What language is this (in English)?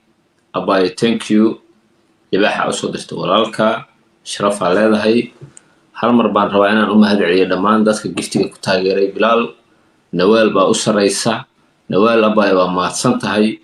Somali